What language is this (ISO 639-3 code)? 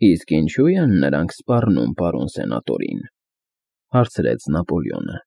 hye